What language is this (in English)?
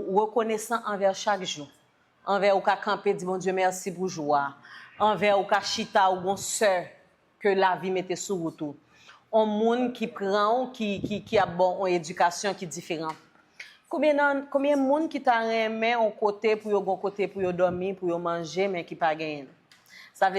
Haitian Creole